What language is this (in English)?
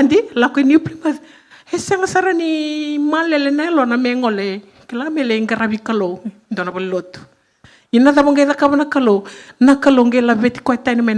Fijian